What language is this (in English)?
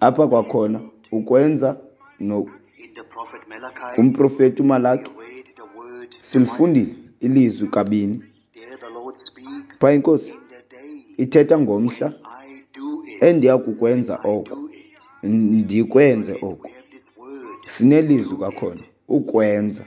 Xhosa